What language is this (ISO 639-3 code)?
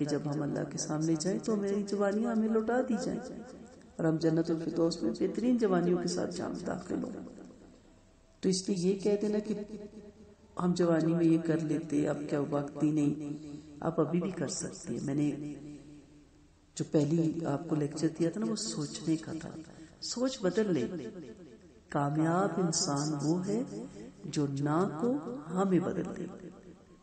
urd